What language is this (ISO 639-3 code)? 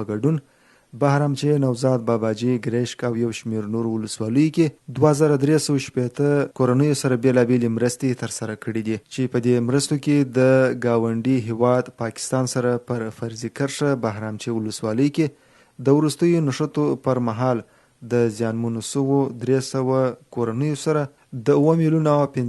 pus